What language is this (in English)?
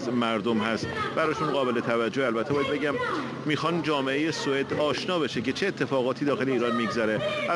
Persian